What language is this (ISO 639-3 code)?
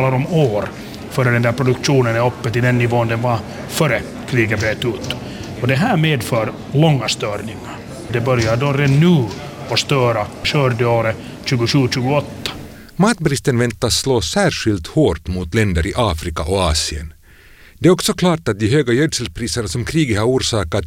swe